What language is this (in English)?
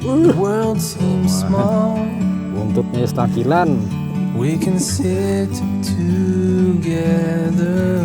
Banjar